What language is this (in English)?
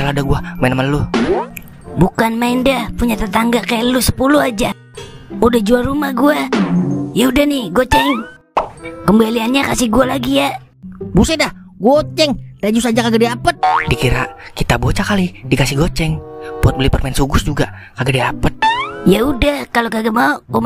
Betawi